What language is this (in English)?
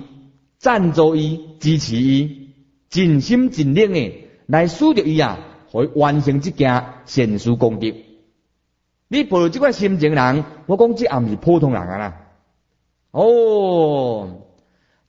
Min Nan Chinese